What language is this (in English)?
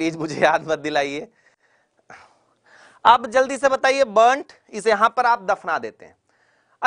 Hindi